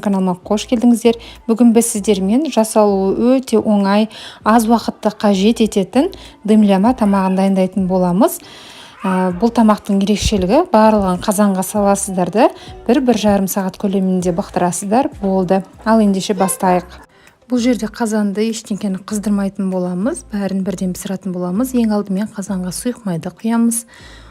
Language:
Kazakh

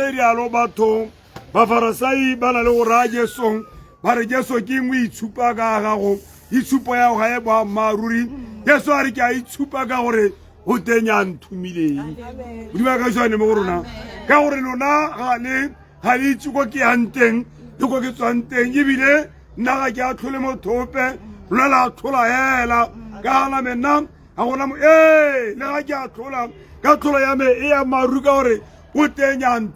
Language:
Tswana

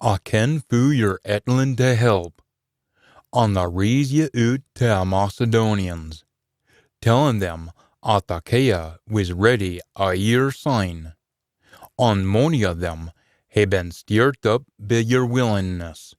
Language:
Scots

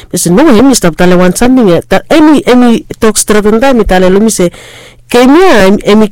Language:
Bislama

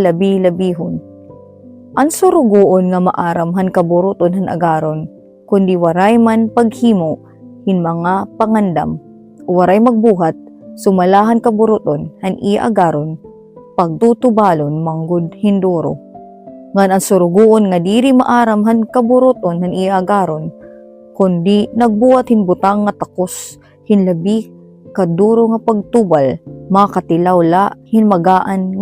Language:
Waray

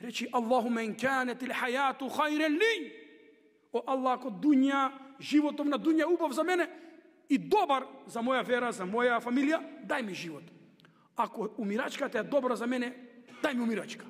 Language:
Macedonian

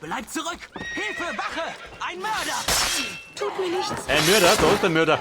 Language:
Bavarian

